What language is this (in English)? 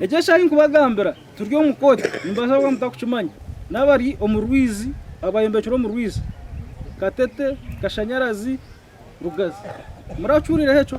Nyankole